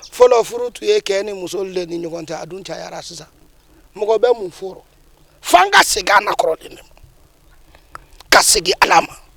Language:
Bambara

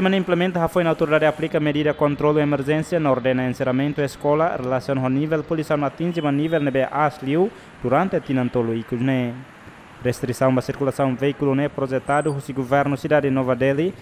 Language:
Tetum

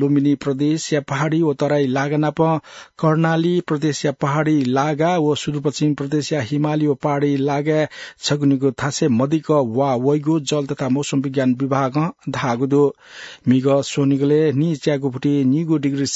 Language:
Newari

